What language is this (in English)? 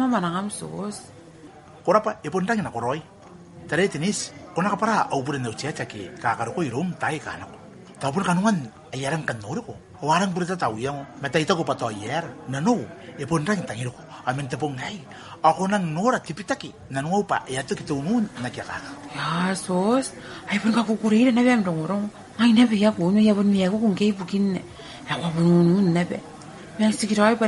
Gilbertese